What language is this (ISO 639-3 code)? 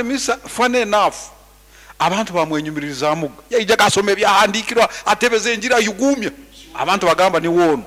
nyn